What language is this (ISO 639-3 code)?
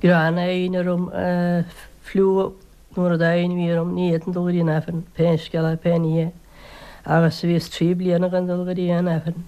gle